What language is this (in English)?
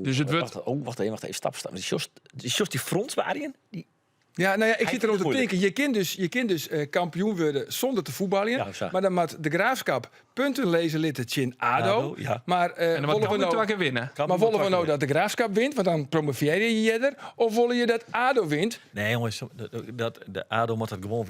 Western Frisian